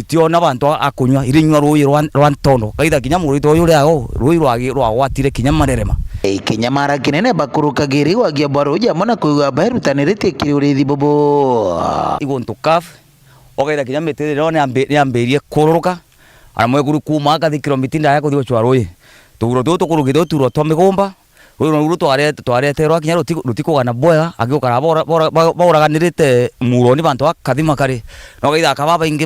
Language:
Meru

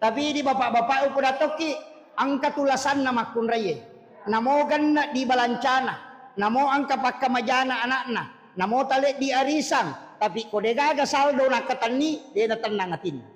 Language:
Buginese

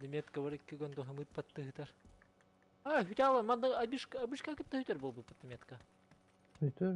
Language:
Yakut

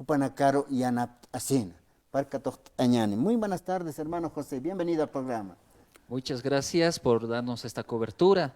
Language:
Aymara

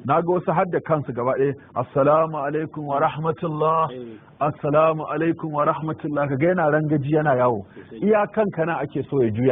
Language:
Hausa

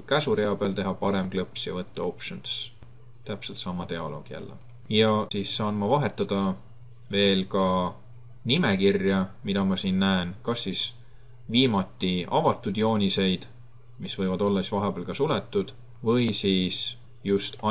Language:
Estonian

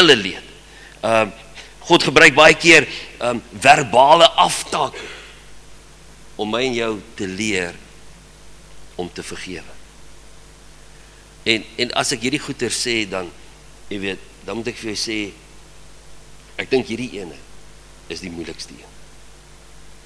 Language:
Afrikaans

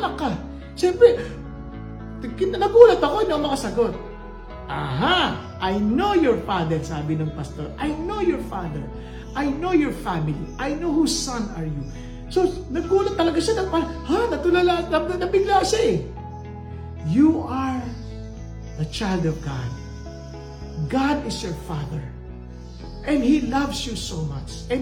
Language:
Filipino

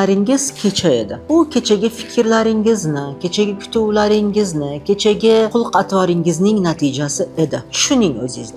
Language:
Uzbek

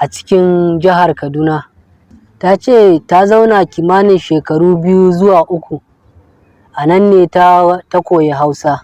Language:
Hausa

